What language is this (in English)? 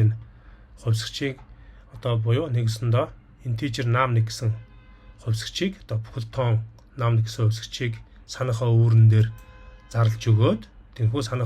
Mongolian